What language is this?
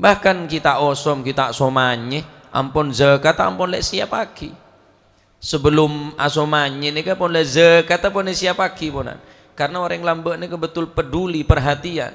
Madurese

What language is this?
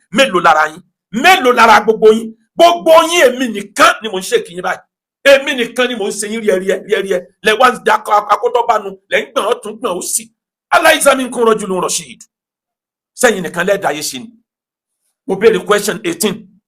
Yoruba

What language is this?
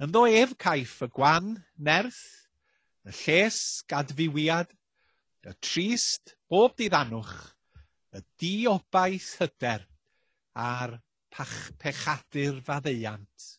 Welsh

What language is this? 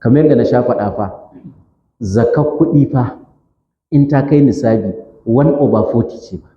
Hausa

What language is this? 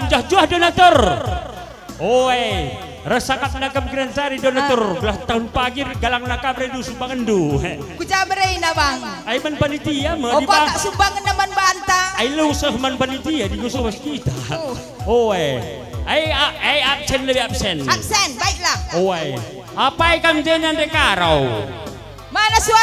Batak Karo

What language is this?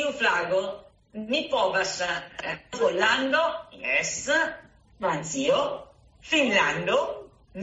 Esperanto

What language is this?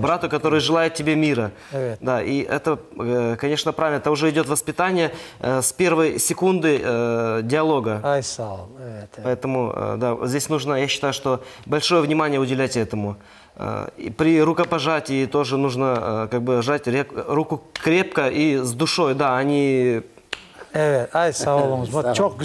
Crimean Tatar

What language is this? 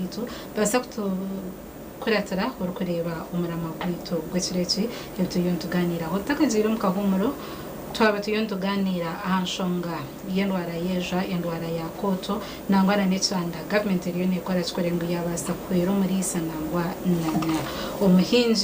Nyankole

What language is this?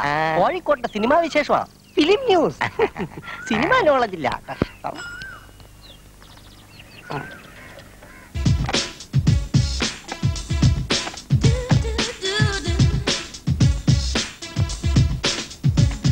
Malayalam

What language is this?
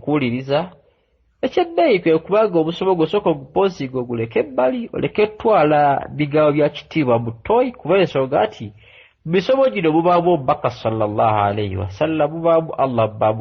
Ganda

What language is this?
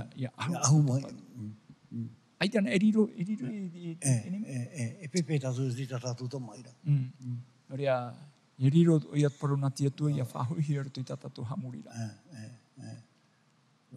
Tahitian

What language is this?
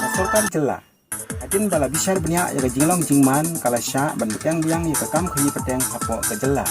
Khasi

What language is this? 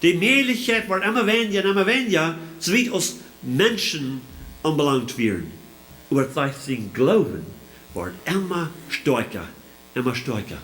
Plautdietsch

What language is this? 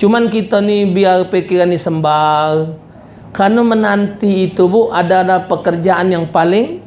Musi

